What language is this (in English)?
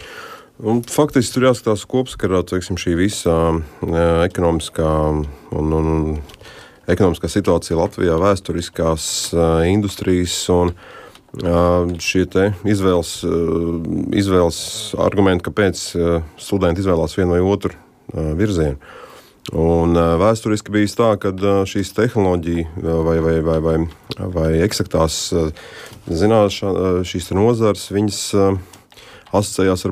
Latvian